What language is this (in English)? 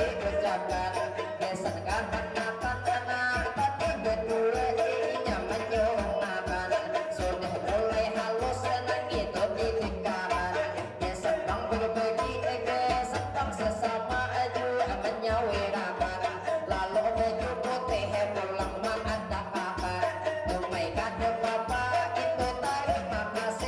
Banjar